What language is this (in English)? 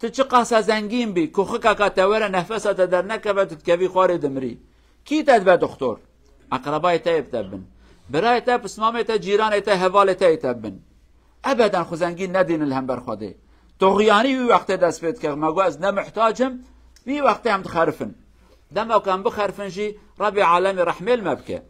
Kurdish